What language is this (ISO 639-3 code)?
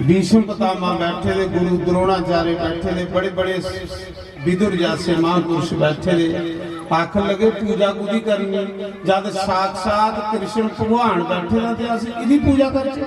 doi